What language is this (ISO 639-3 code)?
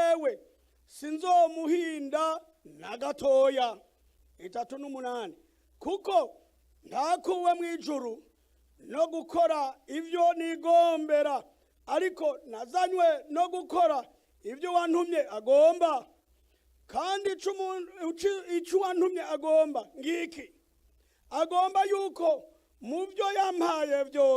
run